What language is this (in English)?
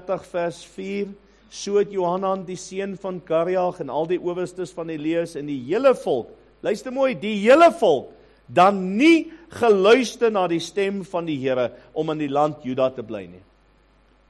Afrikaans